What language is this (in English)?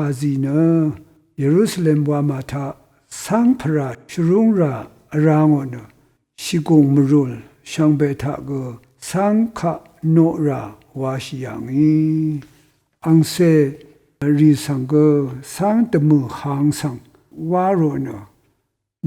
Rawang